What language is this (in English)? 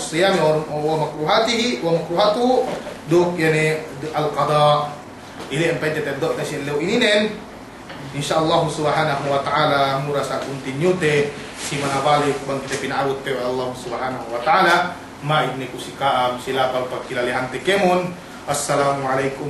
Yakan